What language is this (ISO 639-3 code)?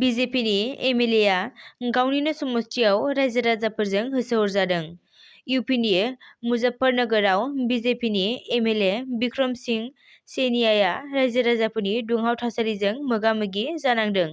brx